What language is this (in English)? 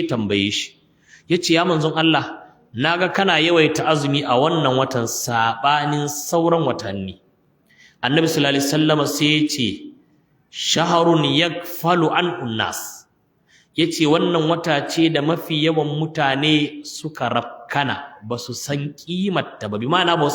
Hausa